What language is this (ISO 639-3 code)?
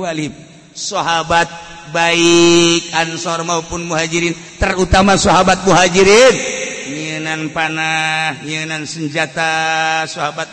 sun